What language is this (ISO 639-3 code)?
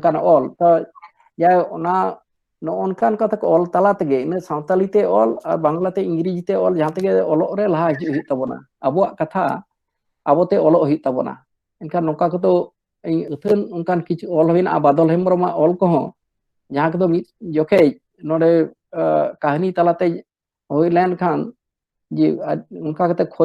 sat